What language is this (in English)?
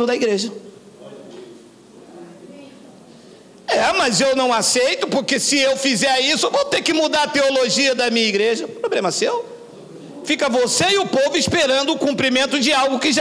Portuguese